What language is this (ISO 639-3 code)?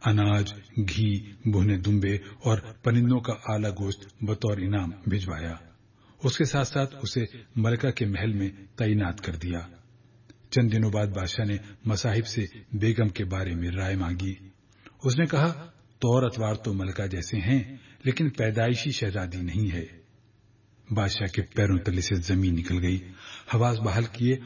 urd